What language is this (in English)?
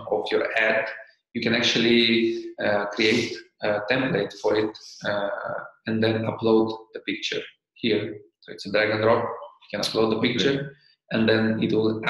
English